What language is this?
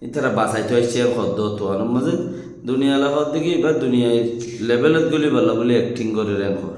Rohingya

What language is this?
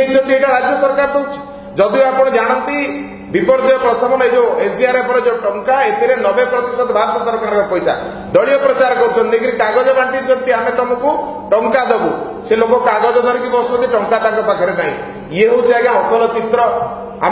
Odia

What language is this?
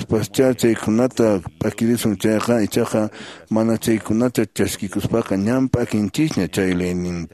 Quechua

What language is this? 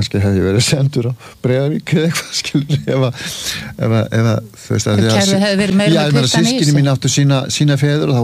Icelandic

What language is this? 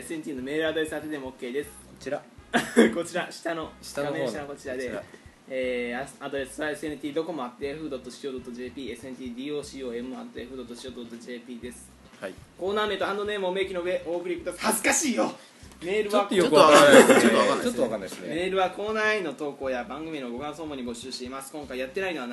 Japanese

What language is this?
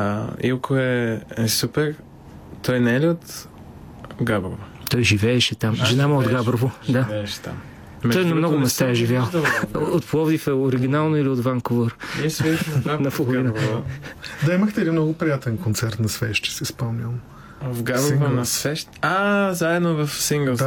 Bulgarian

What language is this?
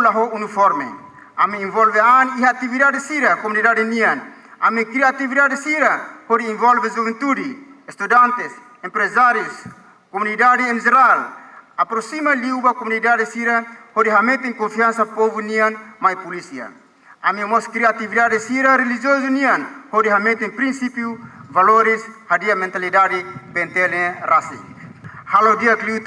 Tetum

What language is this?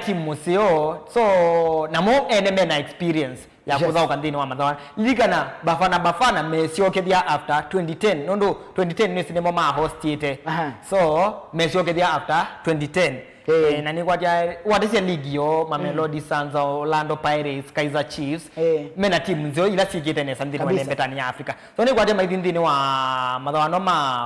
Kamba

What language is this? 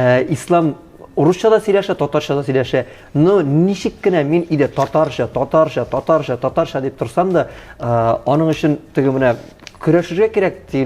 Tatar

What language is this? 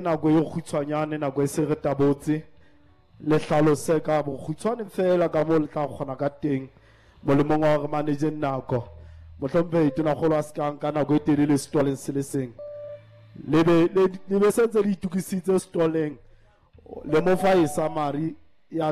Southern Sotho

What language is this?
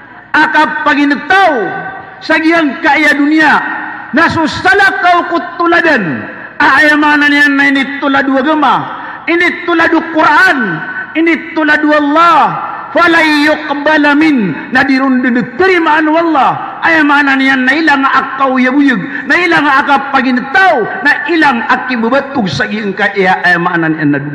Maranao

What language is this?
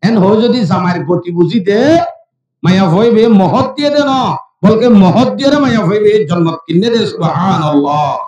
Rohingya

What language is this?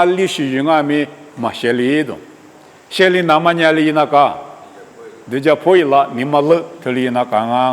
Lisu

